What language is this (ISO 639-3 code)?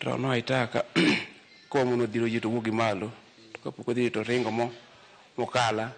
luo